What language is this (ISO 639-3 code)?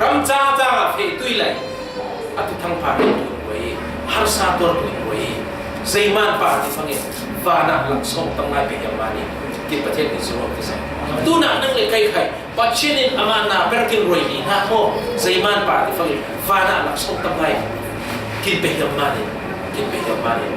cfm